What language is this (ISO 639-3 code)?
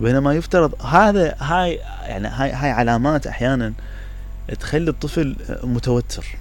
acm